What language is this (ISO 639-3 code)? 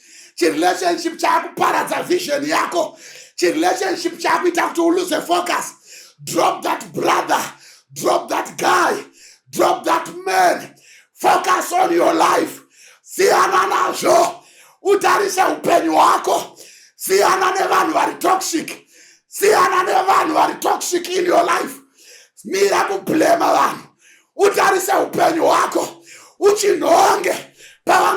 sna